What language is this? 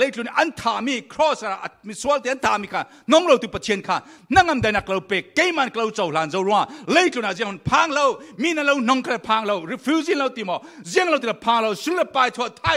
Falam Chin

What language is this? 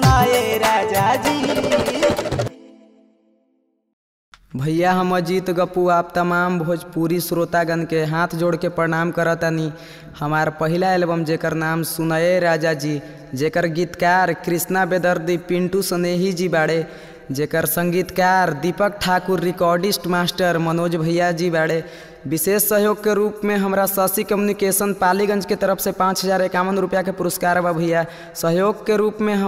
Bhojpuri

